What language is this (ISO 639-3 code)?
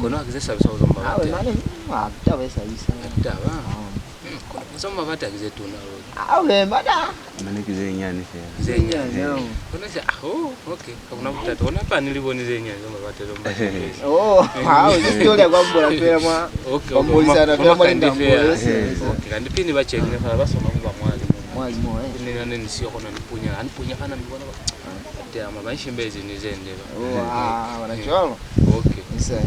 loz